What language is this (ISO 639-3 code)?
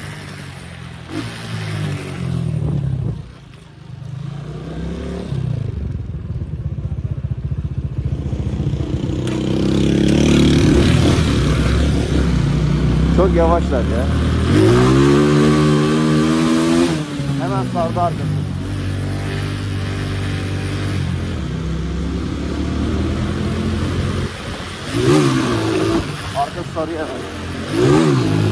tur